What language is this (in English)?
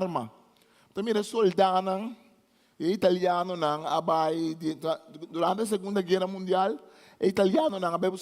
Papiamento